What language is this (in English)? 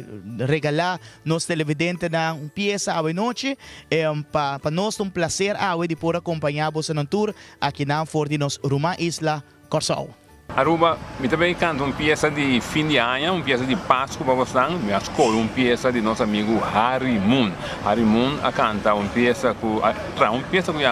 Papiamento